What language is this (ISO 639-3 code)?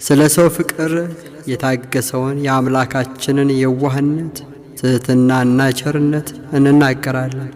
amh